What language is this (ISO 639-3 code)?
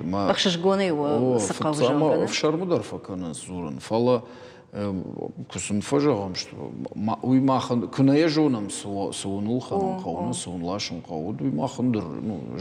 oss